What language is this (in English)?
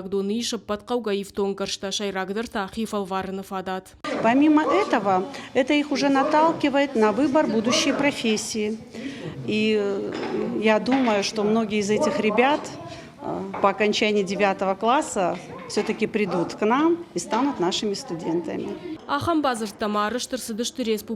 Ossetic